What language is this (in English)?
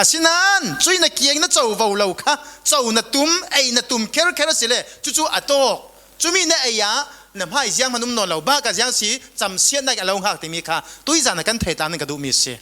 Falam Chin